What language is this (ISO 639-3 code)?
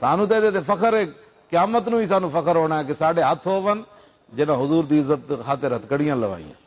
lah